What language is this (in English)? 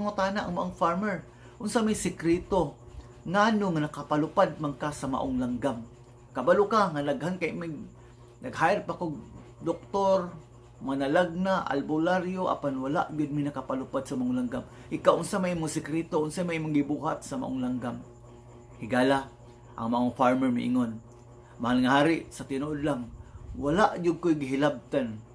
Cebuano